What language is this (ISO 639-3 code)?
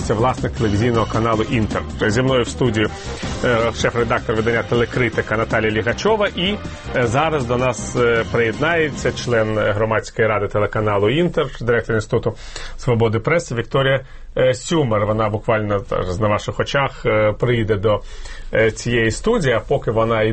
ukr